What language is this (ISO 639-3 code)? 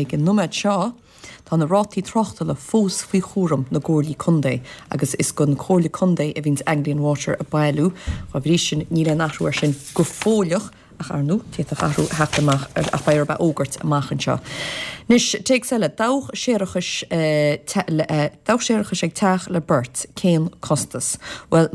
gle